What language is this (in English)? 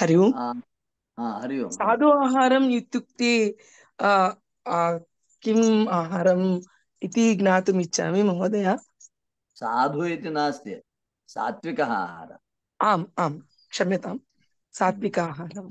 Sanskrit